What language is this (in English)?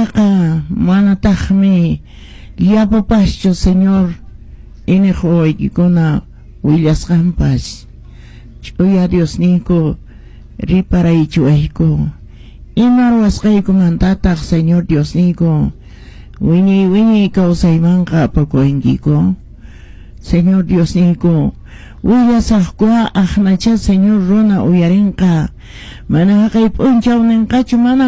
Quechua